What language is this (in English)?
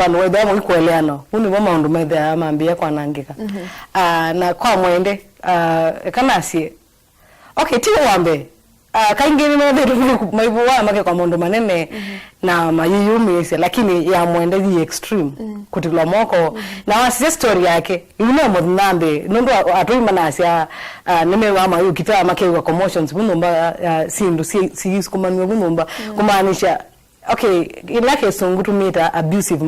Kamba